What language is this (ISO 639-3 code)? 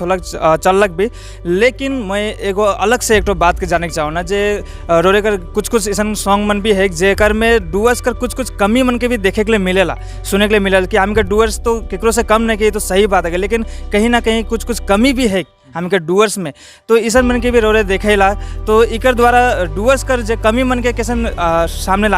sck